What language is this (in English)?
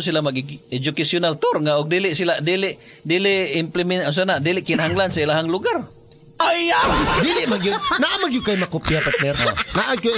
Cebuano